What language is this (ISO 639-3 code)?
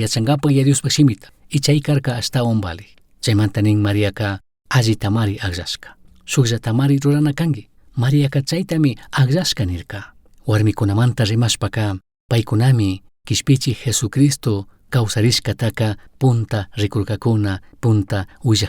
qug